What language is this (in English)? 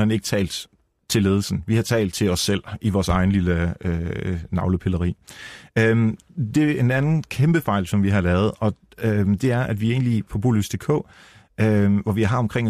Danish